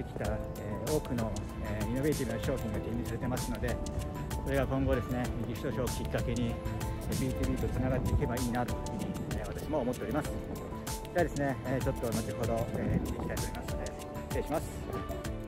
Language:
Japanese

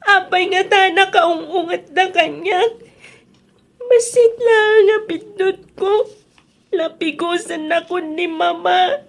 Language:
Iloko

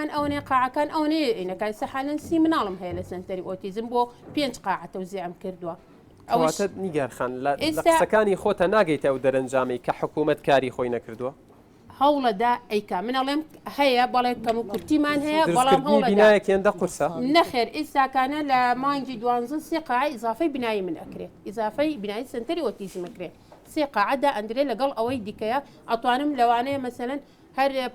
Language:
Central Kurdish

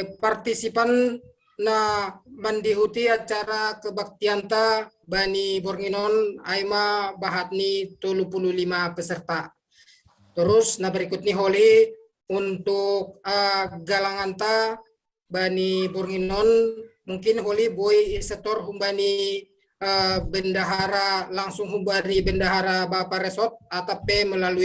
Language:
Batak Simalungun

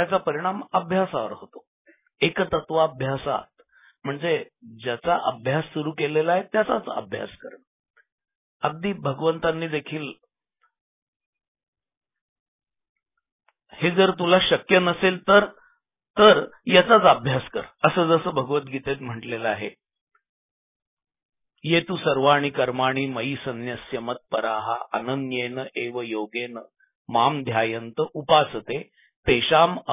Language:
Marathi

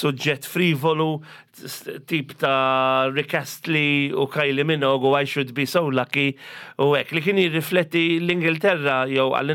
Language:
Maltese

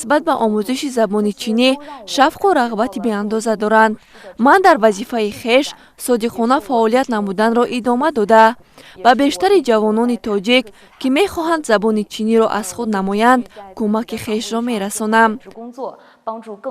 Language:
Tajik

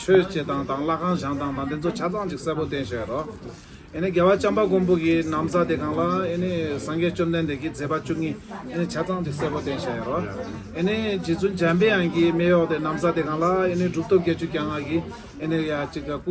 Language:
Tibetan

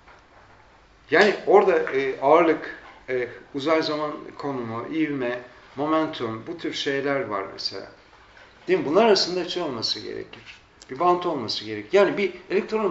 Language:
Turkish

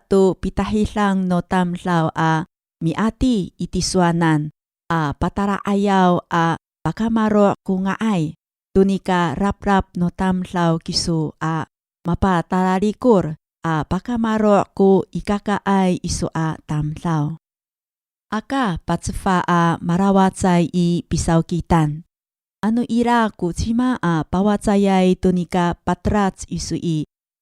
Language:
Amis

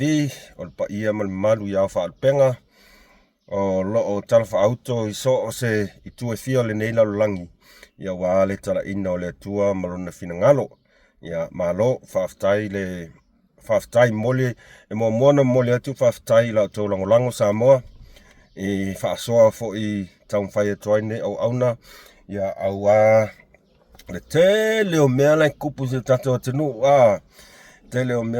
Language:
Samoan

